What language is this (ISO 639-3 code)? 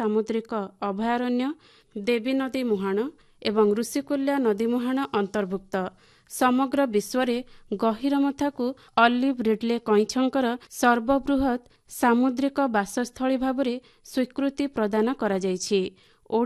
ori